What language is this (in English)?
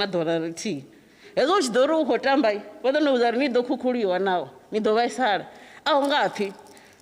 Venda